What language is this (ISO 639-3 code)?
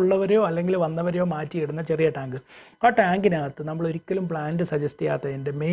mal